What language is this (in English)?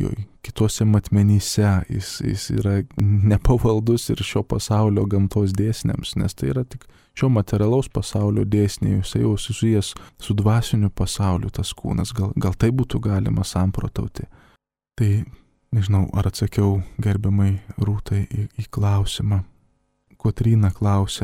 Lithuanian